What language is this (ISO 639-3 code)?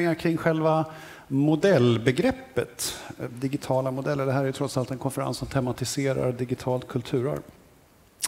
swe